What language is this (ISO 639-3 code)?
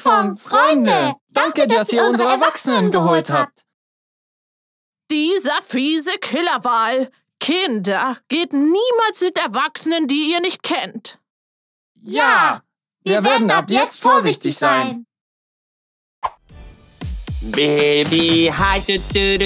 deu